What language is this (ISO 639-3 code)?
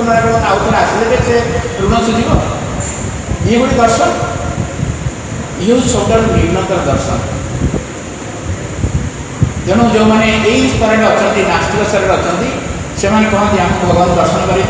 ori